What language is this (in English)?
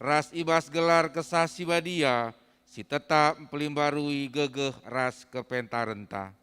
Batak Karo